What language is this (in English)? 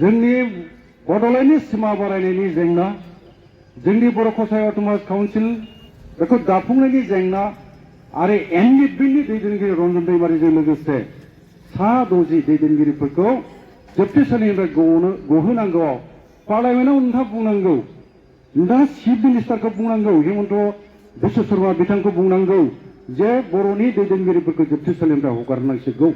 Bodo